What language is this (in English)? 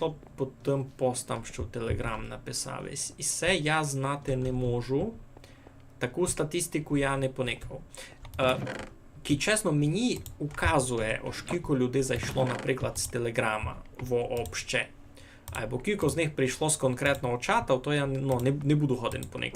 Rusyn